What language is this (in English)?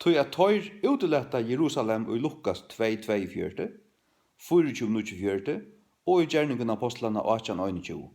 Faroese